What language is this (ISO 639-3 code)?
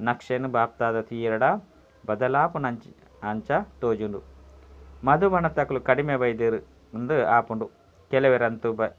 tcy